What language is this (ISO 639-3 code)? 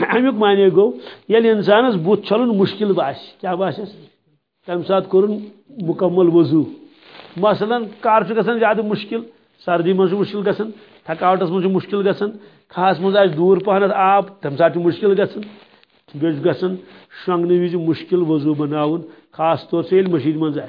kas